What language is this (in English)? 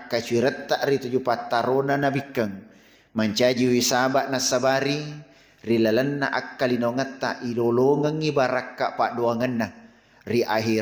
Buginese